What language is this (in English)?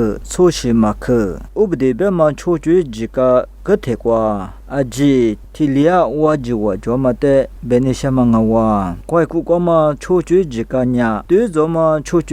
Lisu